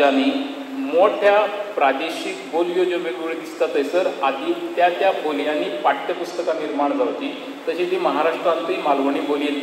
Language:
Konkani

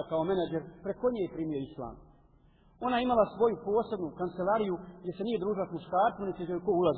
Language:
Bosnian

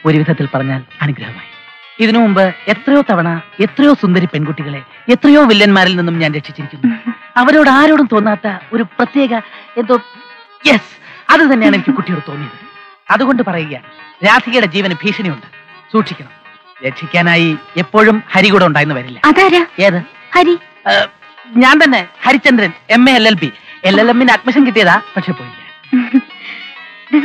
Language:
Malayalam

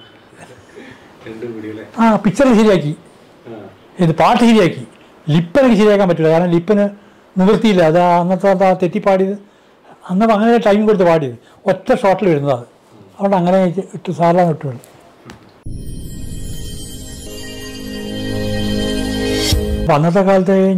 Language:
Malayalam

